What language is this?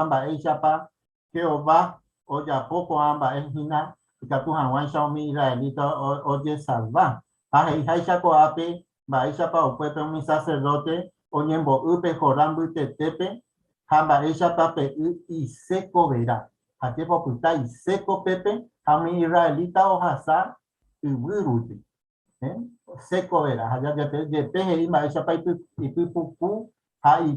Guarani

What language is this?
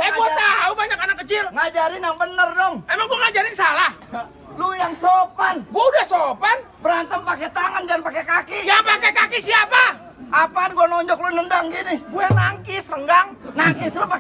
Betawi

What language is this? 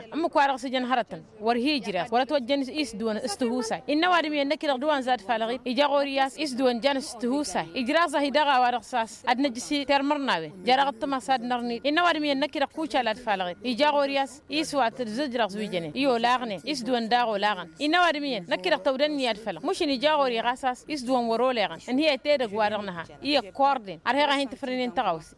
Tamasheq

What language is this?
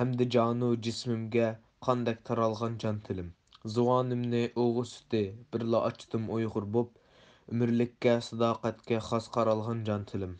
Uyghur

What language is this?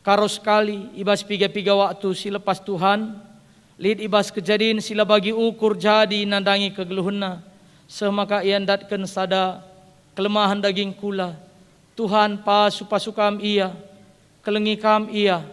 Batak Karo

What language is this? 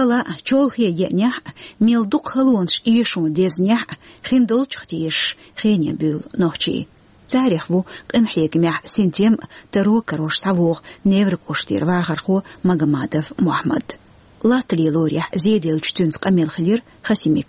Chechen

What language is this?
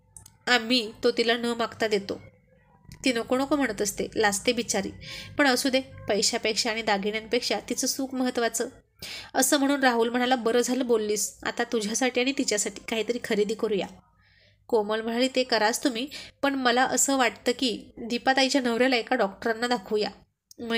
Marathi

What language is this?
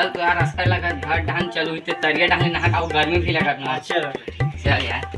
Chhattisgarhi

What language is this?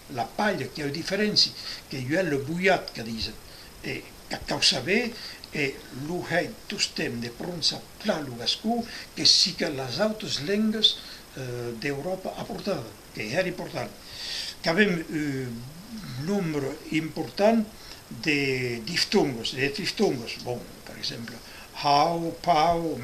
Occitan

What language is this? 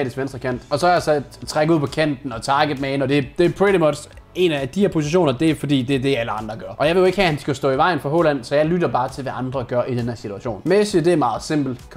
Danish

